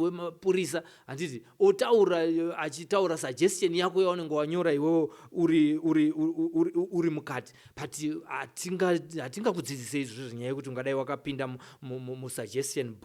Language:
Shona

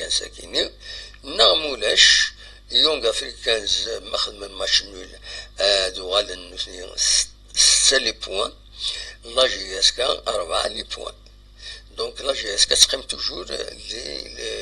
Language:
Kabyle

